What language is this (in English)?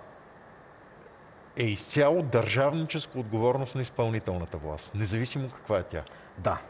Bulgarian